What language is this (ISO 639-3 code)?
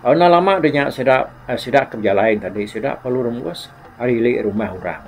iba